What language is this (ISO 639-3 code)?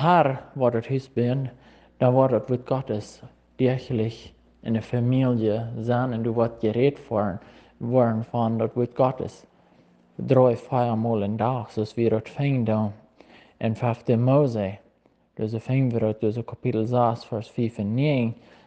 pdt